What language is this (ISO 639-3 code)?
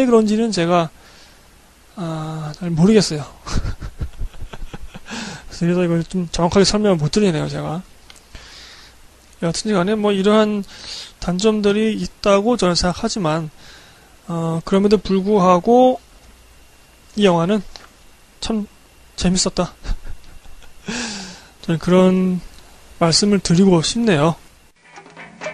kor